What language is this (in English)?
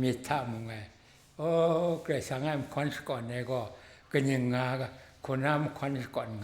Kachin